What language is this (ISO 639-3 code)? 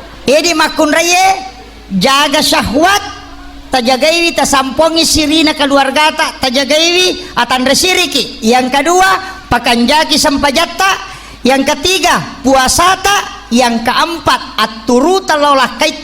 bug